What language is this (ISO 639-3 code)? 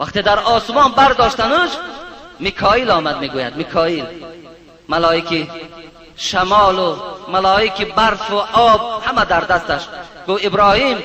tgk